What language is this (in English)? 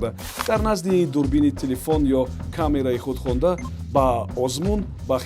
Tajik